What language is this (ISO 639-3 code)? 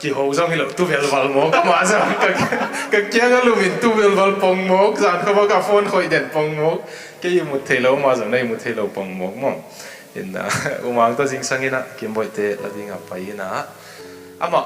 ctd